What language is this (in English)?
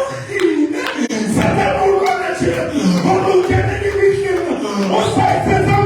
Southern Sotho